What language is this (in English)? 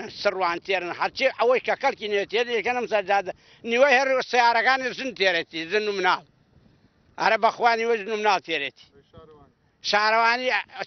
Central Kurdish